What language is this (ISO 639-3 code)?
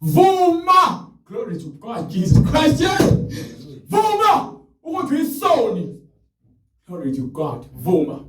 zul